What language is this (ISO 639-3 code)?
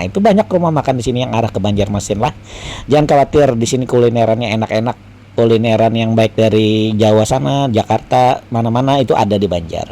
bjn